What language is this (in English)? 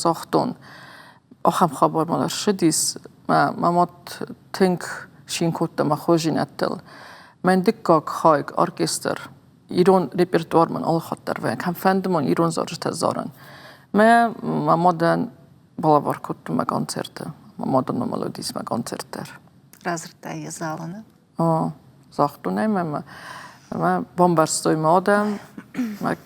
Ossetic